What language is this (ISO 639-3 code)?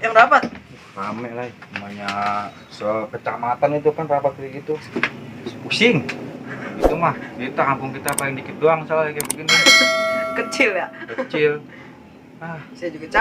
bew